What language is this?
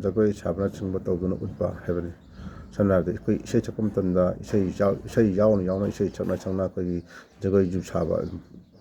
Manipuri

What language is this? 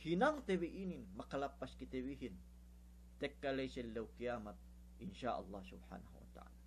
Yakan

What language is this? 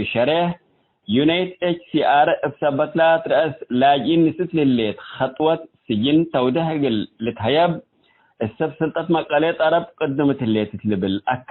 Tigre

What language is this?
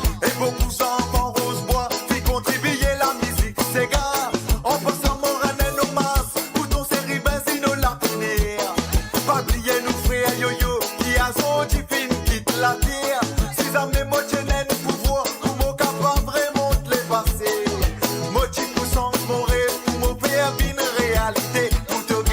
Morisyen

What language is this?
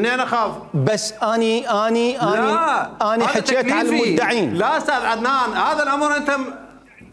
Mesopotamian Arabic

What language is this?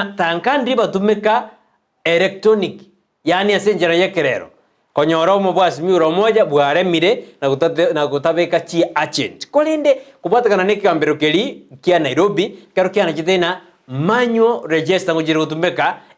Gusii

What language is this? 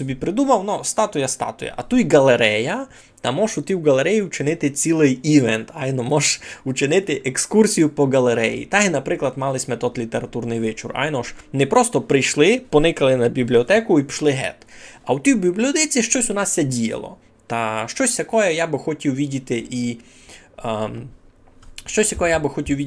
Rusyn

